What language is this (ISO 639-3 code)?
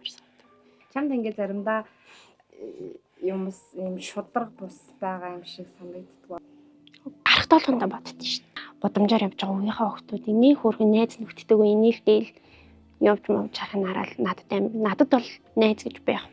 mon